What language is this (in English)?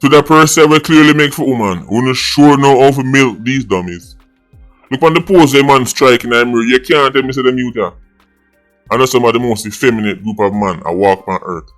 Jamaican Creole English